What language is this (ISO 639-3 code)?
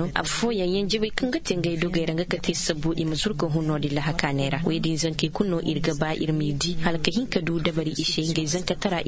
ses